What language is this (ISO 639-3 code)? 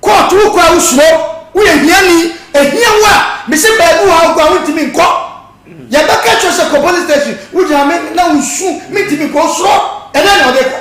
aka